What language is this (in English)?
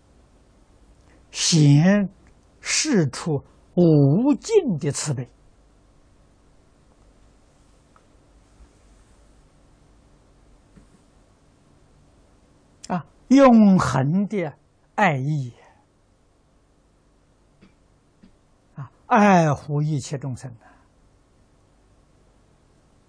Chinese